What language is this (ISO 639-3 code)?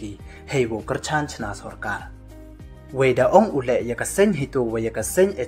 pbv